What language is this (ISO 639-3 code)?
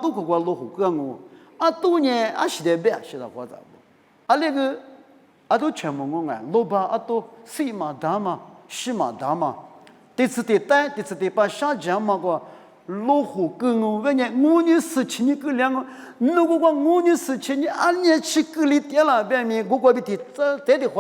lis